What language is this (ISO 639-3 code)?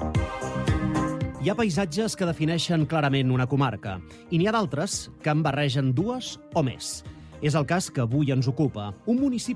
cat